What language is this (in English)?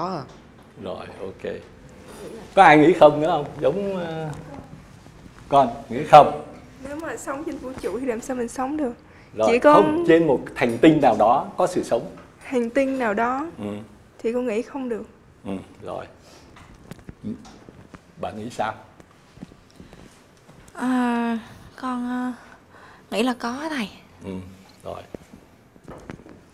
Vietnamese